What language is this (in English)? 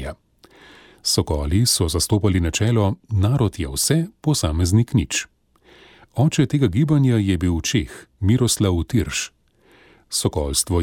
Slovenian